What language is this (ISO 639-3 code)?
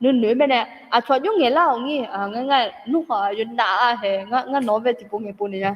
ahk